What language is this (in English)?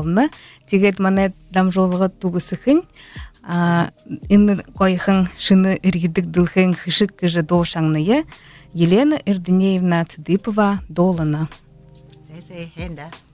Buriat